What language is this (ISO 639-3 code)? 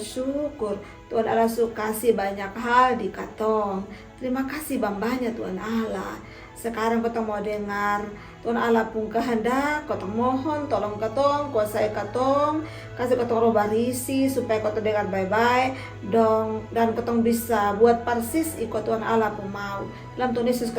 mkn